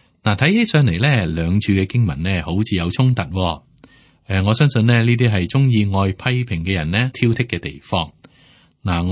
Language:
Cantonese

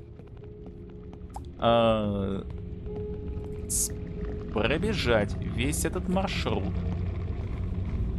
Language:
Russian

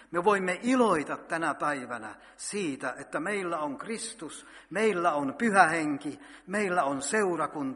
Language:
Finnish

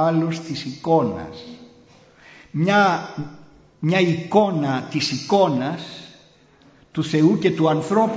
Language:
Greek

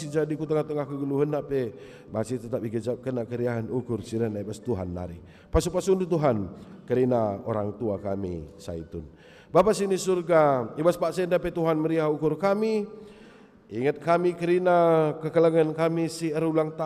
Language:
Batak Karo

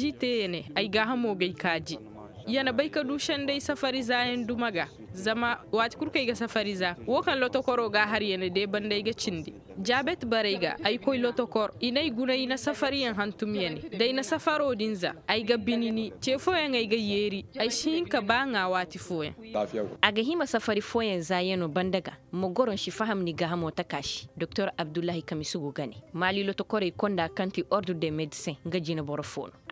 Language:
Zarma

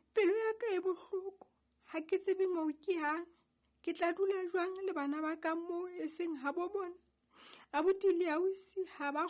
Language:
Southern Sotho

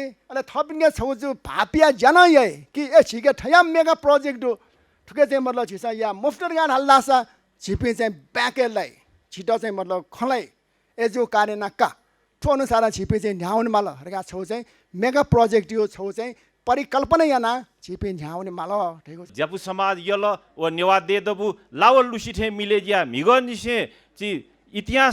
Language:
Newari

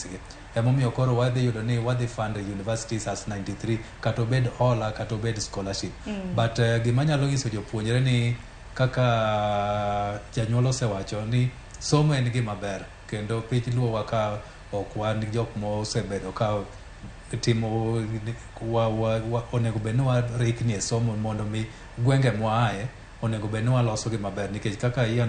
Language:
Luo (Kenya and Tanzania)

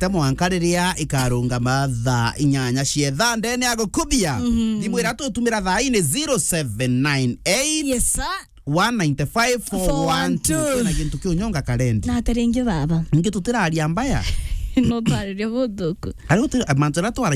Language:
Meru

